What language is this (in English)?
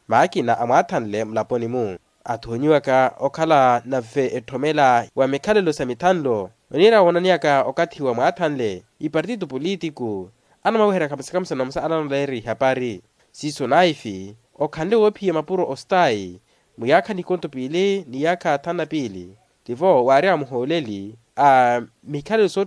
Makhuwa